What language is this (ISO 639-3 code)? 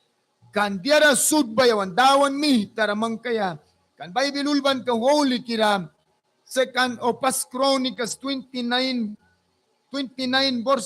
miq